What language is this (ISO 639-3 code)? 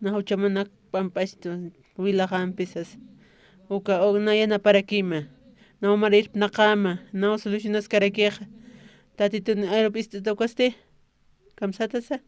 aym